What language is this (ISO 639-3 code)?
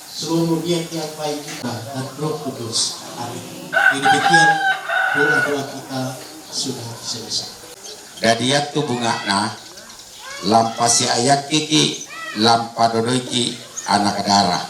sda